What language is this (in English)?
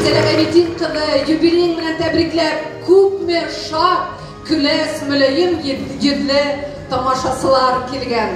Bashkir